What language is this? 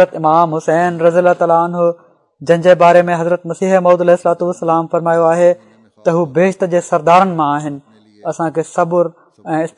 Sindhi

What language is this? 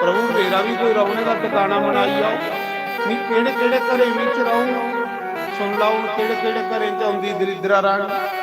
Dogri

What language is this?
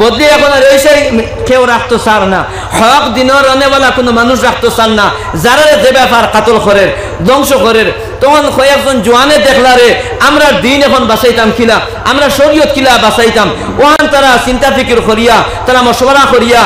Sylheti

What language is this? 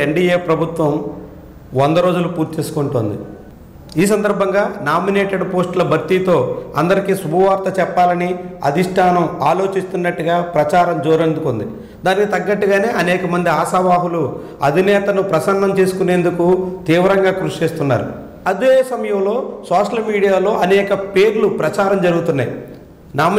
Telugu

